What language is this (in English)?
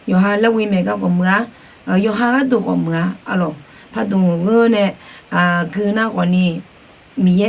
Akha